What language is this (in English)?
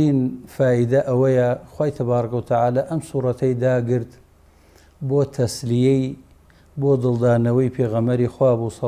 Central Kurdish